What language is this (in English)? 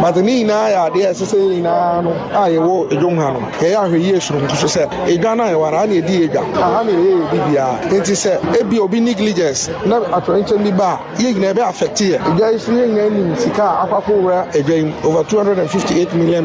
Akan